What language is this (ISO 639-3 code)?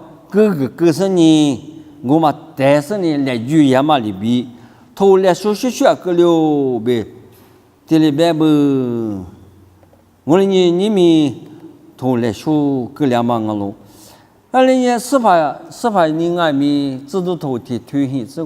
lis